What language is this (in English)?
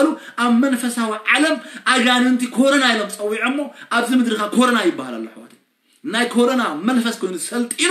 Tigrinya